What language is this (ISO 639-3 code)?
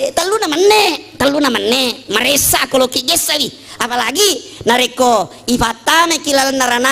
bug